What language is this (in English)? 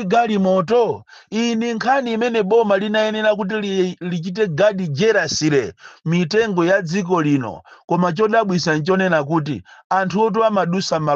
Nyanja